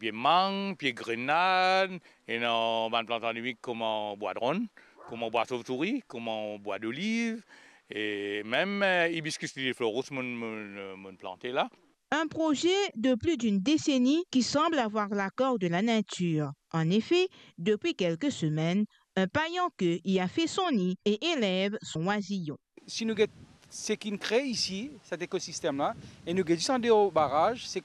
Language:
Morisyen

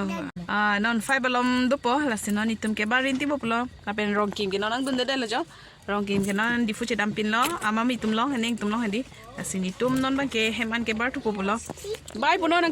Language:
Karbi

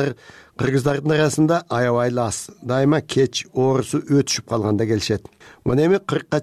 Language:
Kyrgyz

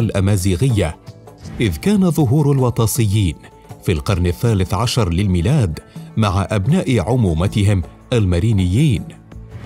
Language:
Arabic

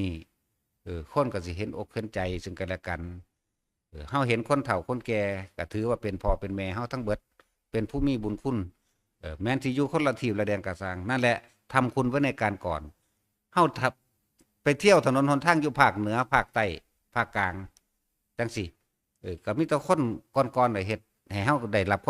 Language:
Northeastern Thai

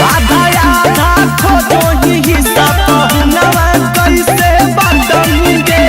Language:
Magahi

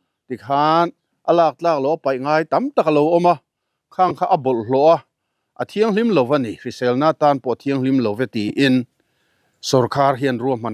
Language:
Mizo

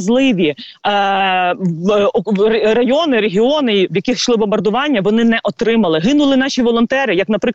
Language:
Ukrainian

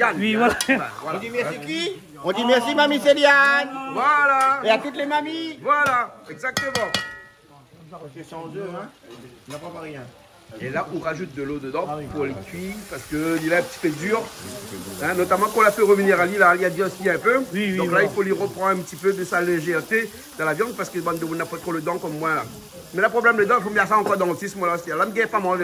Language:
Réunion Creole French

